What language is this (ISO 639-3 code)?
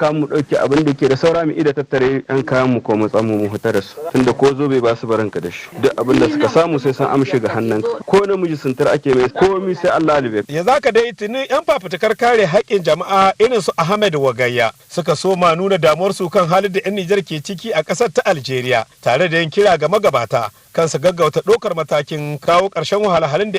hau